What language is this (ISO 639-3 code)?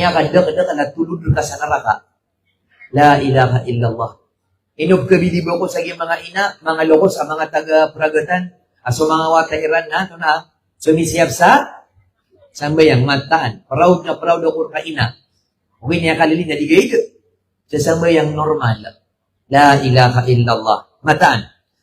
mrw